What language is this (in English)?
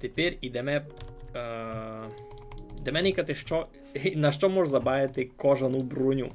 Rusyn